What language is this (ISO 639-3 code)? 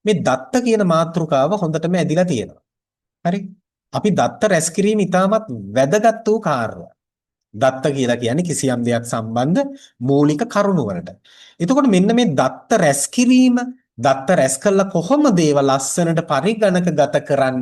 sin